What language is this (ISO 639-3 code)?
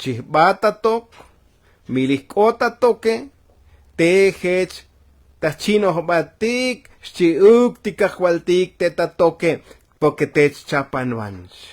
tzo